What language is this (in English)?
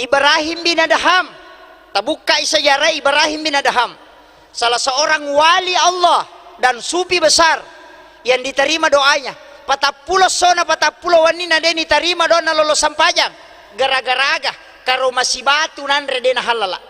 Buginese